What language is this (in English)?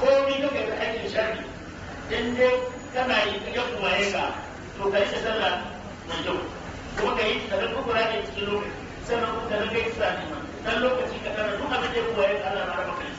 Hausa